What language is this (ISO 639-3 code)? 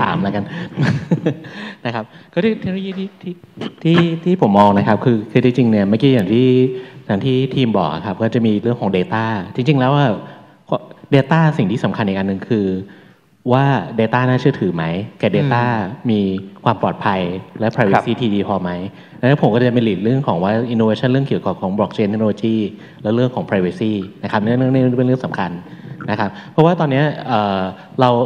tha